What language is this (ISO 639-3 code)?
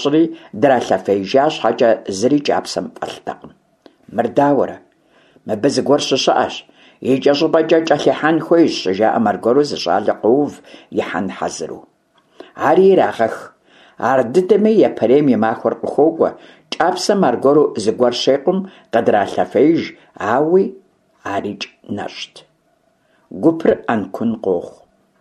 kbd